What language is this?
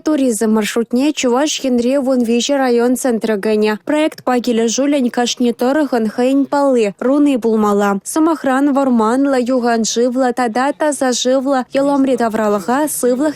Chuvash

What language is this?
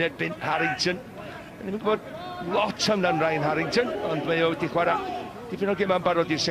Welsh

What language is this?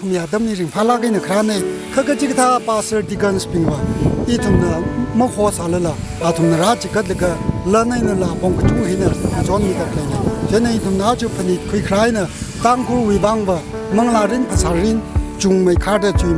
Tangkhul Naga (India)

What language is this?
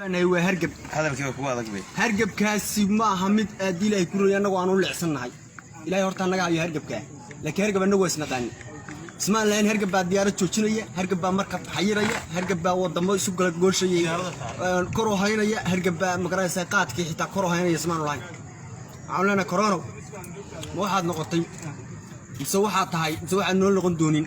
Somali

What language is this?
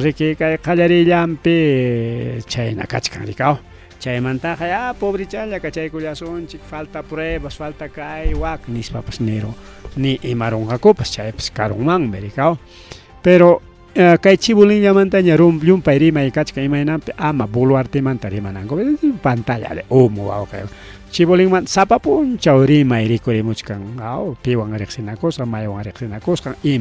Ayacucho Quechua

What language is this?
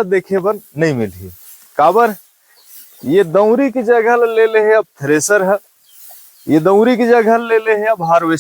Chhattisgarhi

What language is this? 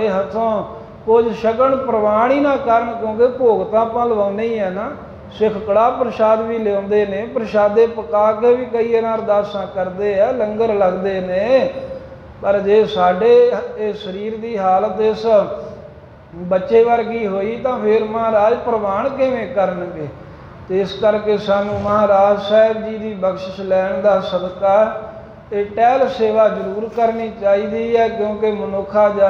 Punjabi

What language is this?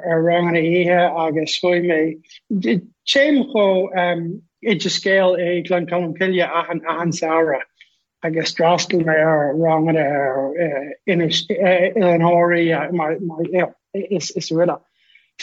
Irish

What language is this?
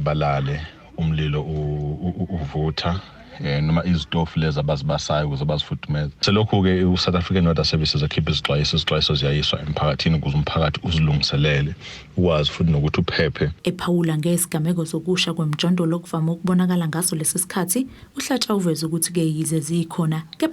Zulu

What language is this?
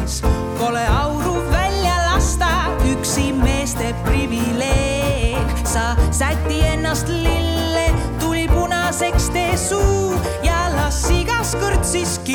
Estonian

